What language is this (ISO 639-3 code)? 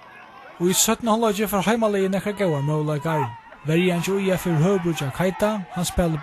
fao